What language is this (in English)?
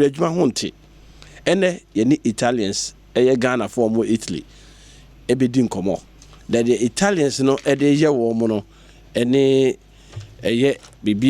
Akan